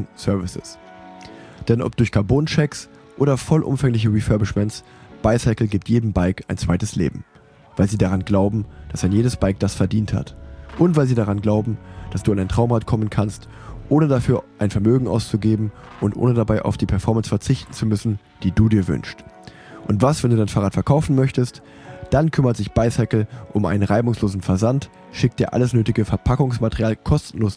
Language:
German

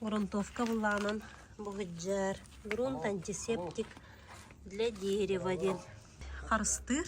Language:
Yakut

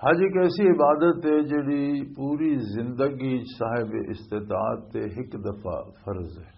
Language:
Western Panjabi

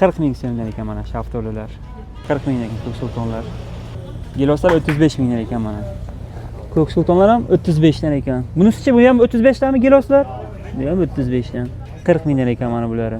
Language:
Uzbek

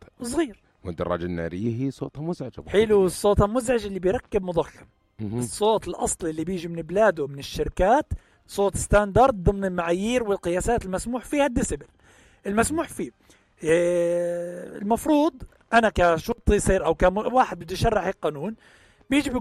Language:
North Levantine Arabic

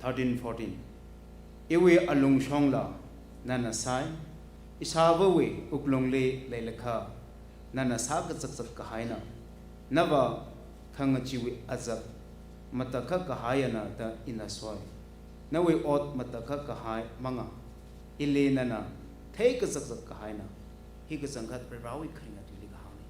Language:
Tangkhul Naga (India)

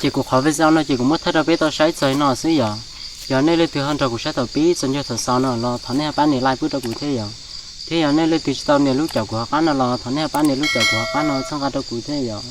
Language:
Hmong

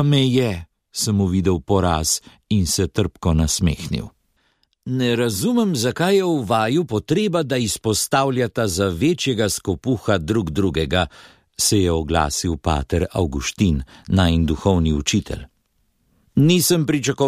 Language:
Slovenian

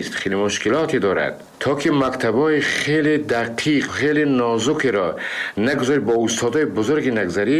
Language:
Tajik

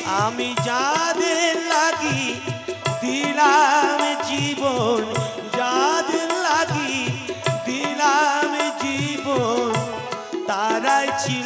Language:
Bangla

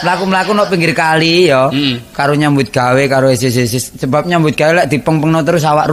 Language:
Javanese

